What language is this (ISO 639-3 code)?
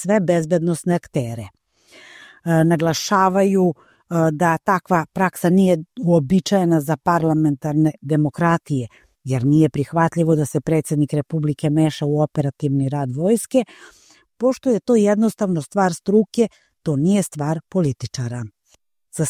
srp